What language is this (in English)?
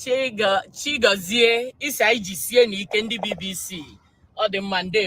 Igbo